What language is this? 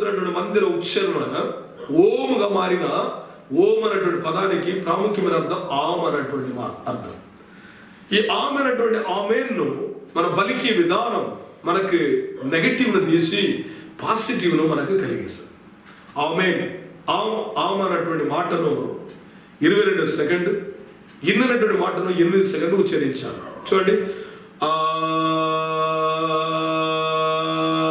Telugu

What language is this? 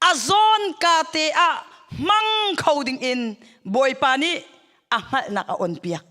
Hakha Chin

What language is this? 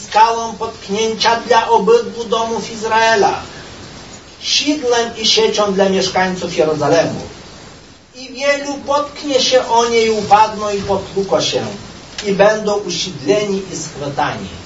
Polish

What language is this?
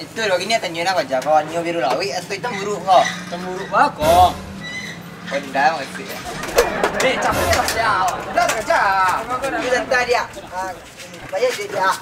Minangkabau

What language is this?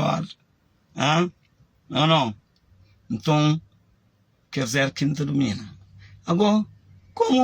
Kabuverdianu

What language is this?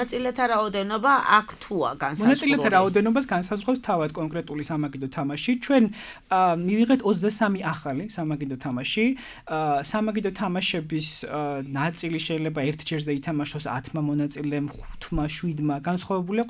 Georgian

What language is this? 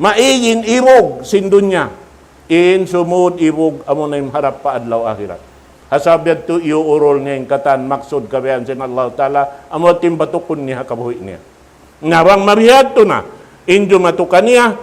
Tausug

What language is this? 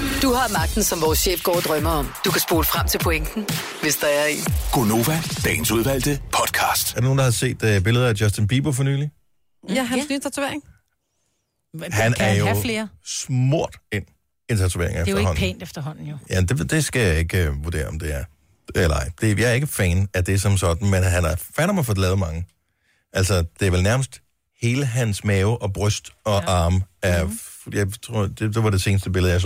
Danish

